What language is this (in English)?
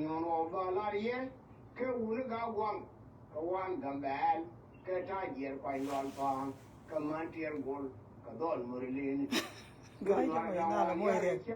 Nuer